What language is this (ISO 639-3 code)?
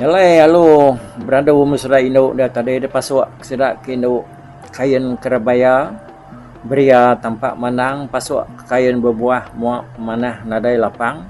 iba